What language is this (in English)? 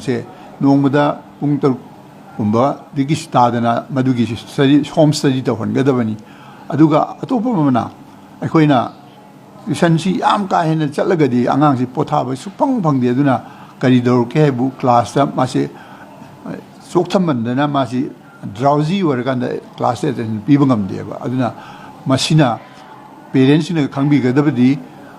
Manipuri